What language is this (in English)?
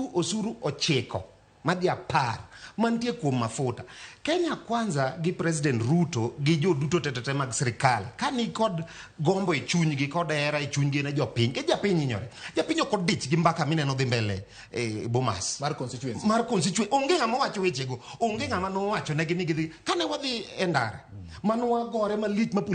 Luo (Kenya and Tanzania)